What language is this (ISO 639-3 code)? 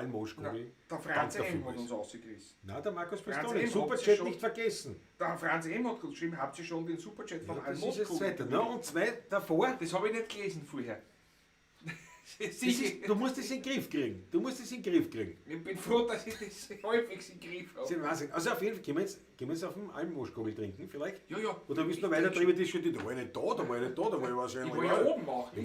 bar